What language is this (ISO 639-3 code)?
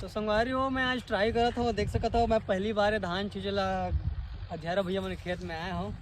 hne